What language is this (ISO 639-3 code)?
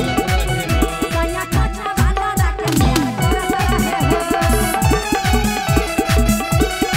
bho